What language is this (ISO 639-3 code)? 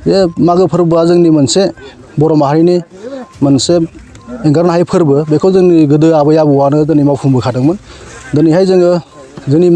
brx